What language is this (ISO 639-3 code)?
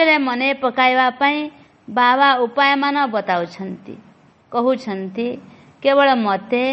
ori